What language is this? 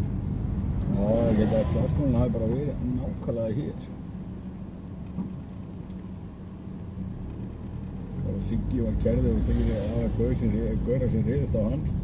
Icelandic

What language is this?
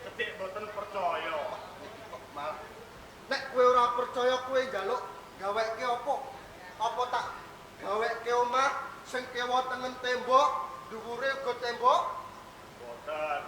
Javanese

